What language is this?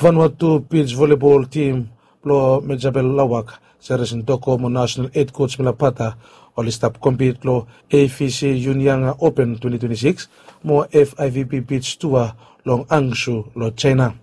Bislama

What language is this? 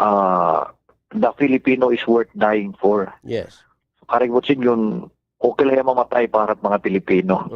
Waray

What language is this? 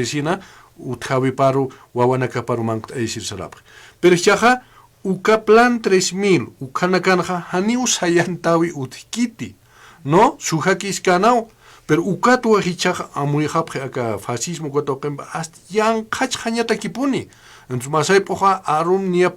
Aymara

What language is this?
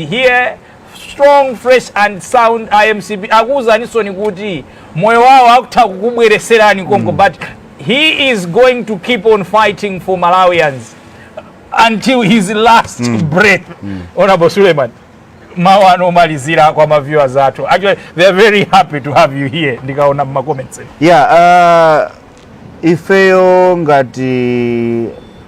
Nyanja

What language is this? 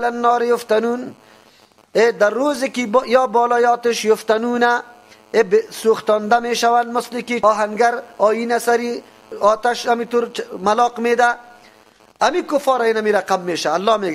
Persian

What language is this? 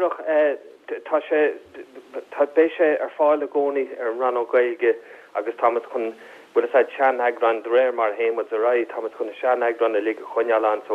Irish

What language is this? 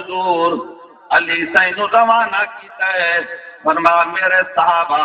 Saraiki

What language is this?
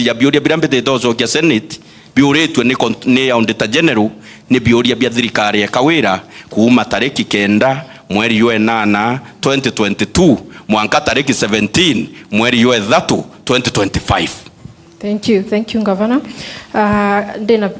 Meru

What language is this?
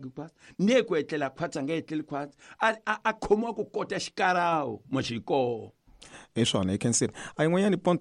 Tsonga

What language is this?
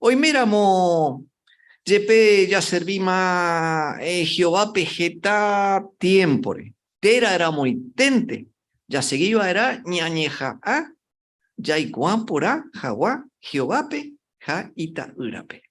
Guarani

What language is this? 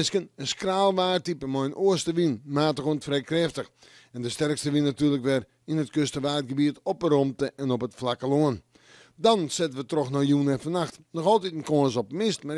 Western Frisian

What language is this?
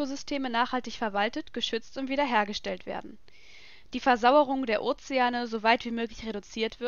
German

